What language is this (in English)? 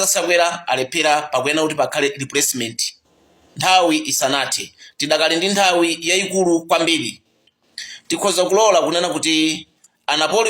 Nyanja